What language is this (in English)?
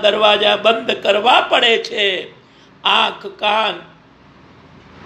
Gujarati